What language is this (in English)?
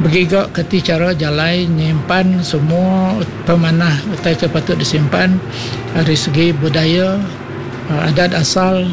Iban